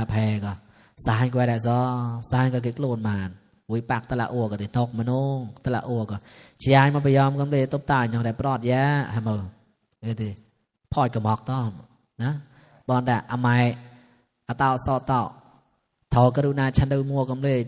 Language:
Mon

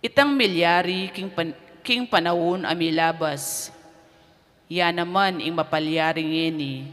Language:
Pampanga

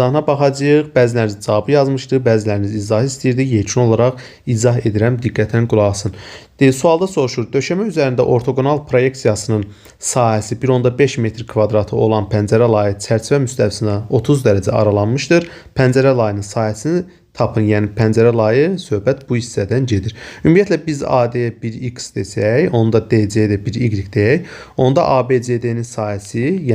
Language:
Azerbaijani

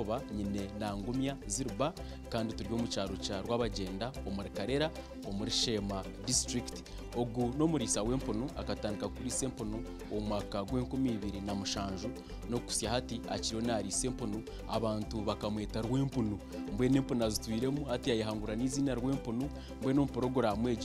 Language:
Nyankole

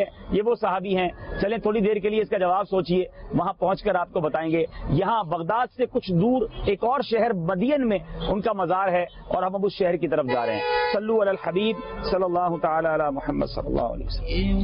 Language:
Urdu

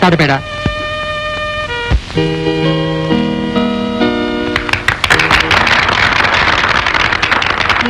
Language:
Kannada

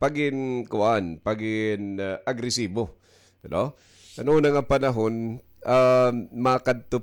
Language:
Waray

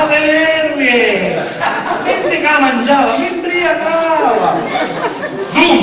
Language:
Sicilian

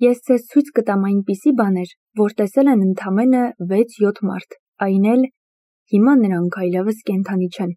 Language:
Armenian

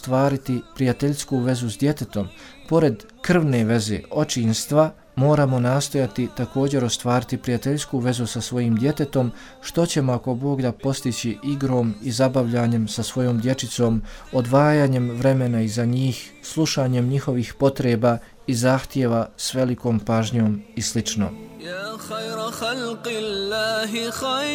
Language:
Bosnian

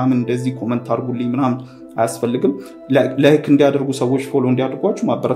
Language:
Amharic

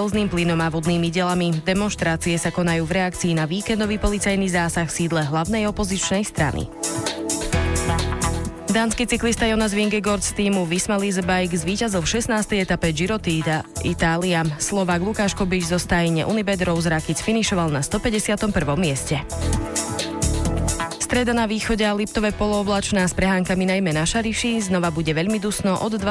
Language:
Slovak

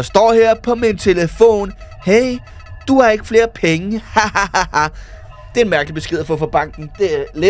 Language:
Danish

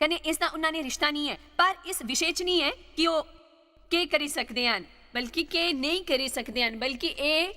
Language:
Dogri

